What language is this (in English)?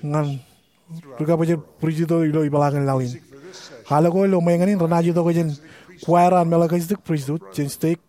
Marshallese